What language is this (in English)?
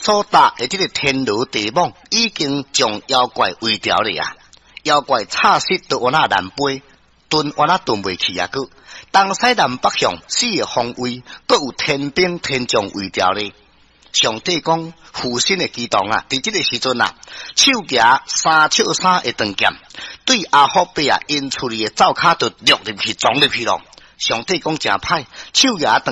Min Nan Chinese